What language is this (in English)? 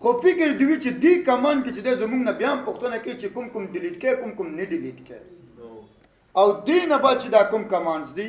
Pashto